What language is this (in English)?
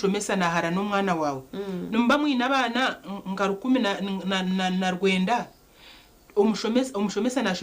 Nyankole